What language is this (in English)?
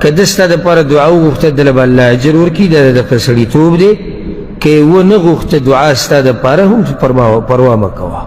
Pashto